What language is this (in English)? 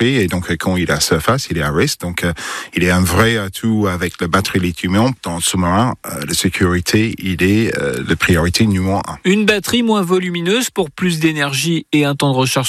French